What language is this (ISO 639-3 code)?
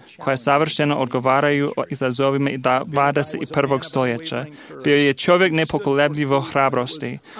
hrv